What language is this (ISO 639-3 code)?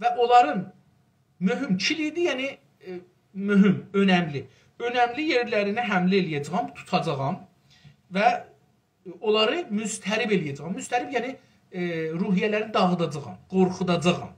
azb